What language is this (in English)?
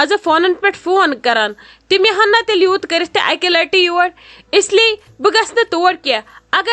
Kashmiri